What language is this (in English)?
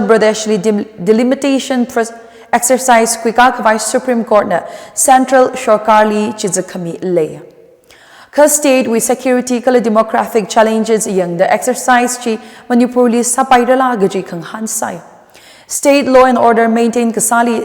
Tangkhul Naga (India)